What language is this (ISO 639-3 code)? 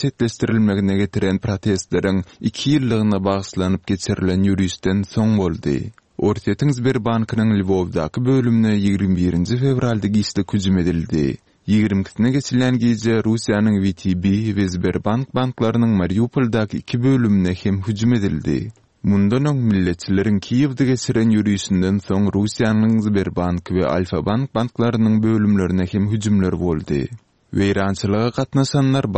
tuk